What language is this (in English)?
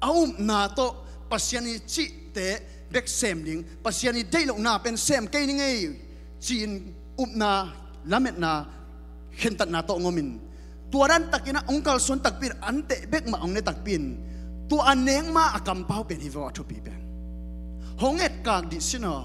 Tedim Chin